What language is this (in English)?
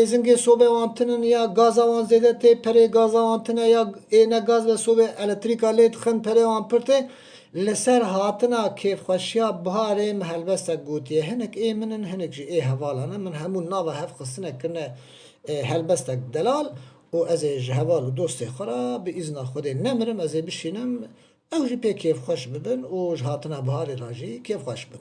Kurdish